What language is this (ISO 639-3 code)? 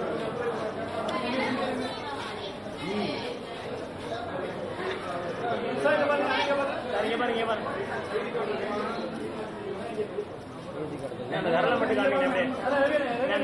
tam